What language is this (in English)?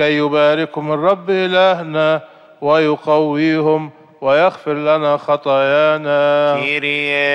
Arabic